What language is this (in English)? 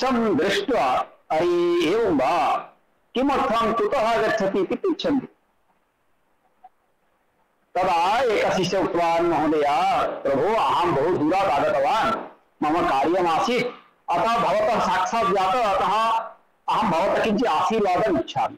Sanskrit